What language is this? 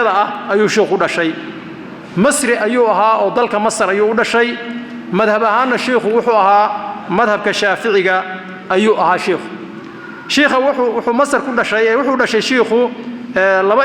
Somali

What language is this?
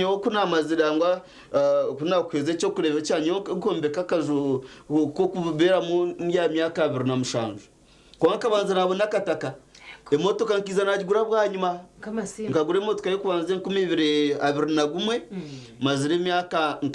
Nyankole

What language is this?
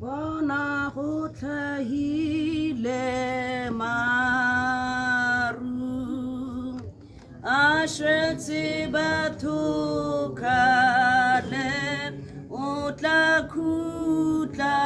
Tswana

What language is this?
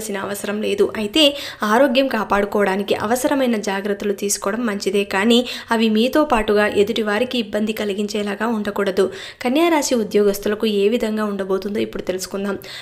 Telugu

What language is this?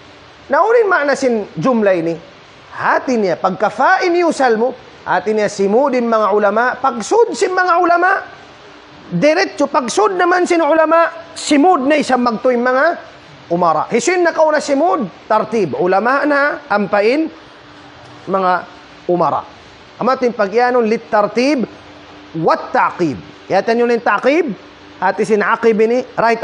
Tausug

